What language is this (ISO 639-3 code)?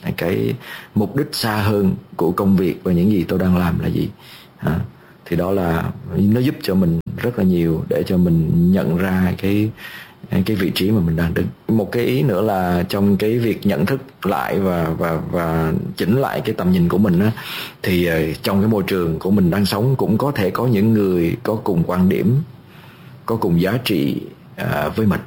vie